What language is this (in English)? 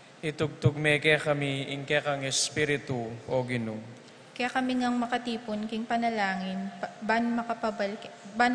Pampanga